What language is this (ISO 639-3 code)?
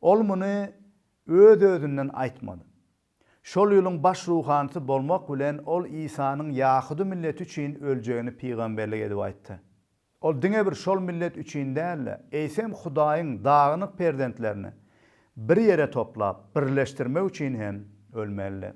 tuk